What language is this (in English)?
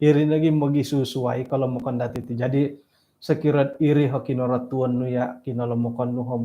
Central Dusun